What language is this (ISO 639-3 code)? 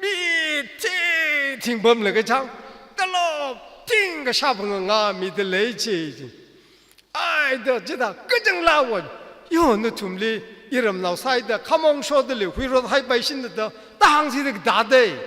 nmf